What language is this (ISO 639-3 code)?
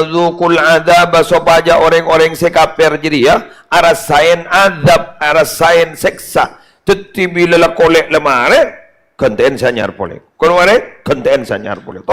mad